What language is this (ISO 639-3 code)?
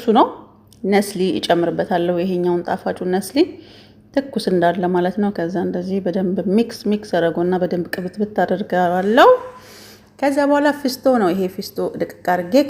amh